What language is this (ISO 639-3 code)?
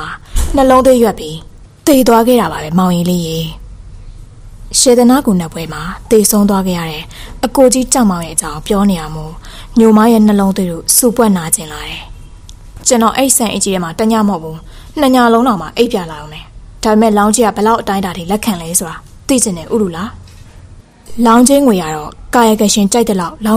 mya